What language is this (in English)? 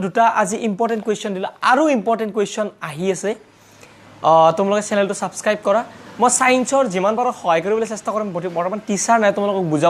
Assamese